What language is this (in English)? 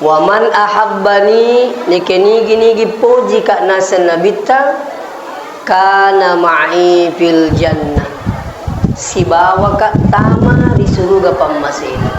Buginese